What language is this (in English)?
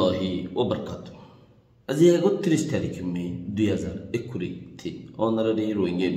Rohingya